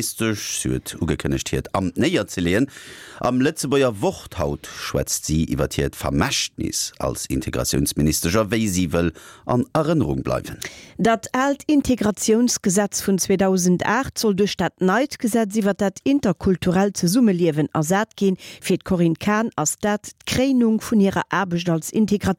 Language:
Luxembourgish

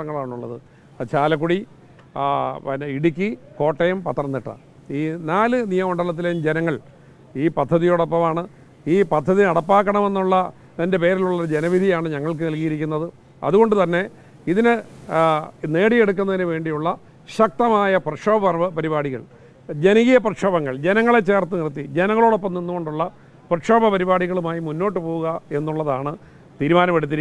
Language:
Malayalam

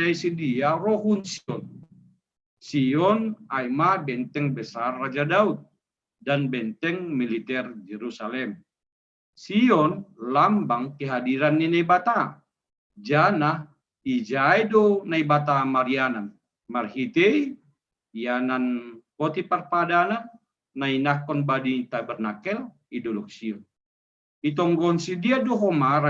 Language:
Batak Simalungun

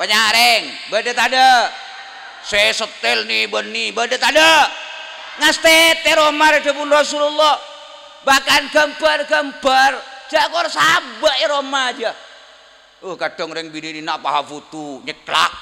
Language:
Madurese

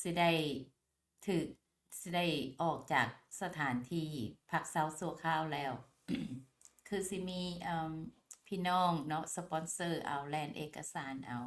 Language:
Lao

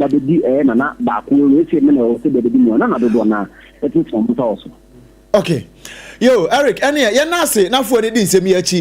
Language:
Akan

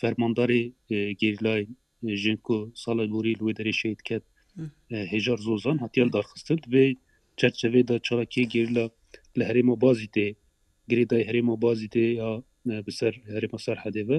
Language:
Kurdish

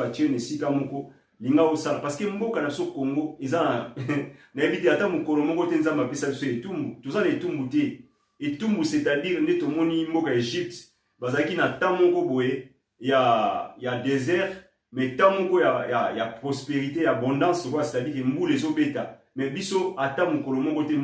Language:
Lingala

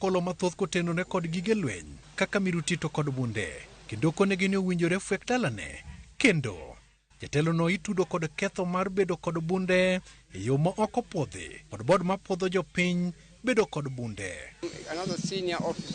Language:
Luo (Kenya and Tanzania)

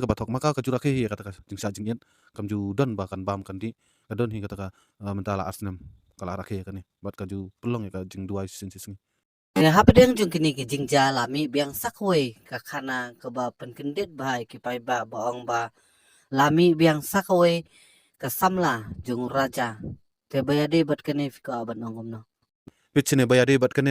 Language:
Khasi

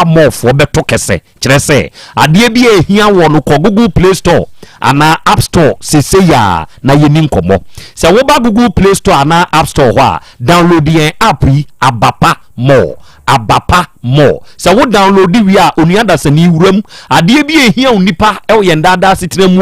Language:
Akan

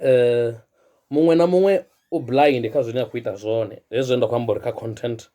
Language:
Venda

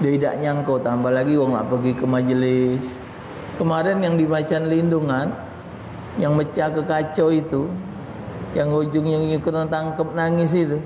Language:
Musi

